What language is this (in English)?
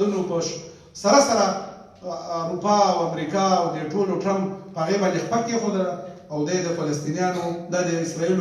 Pashto